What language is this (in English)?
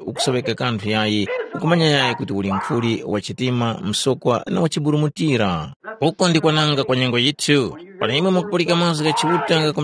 Tumbuka